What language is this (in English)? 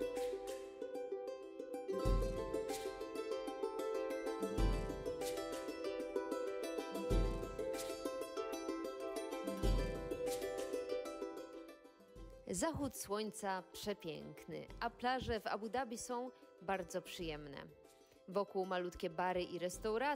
Polish